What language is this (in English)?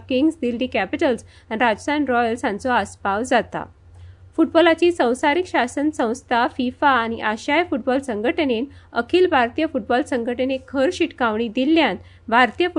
Konkani